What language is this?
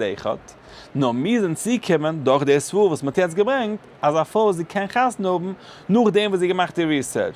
Yiddish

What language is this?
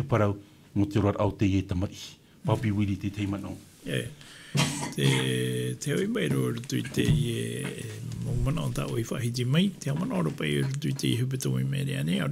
Tahitian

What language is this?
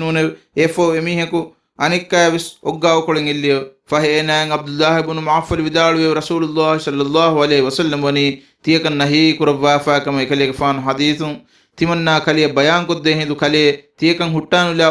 Divehi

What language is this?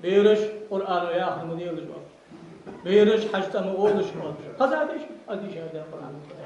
Ingush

